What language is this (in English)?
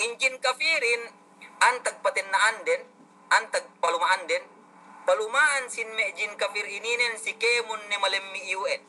Yakan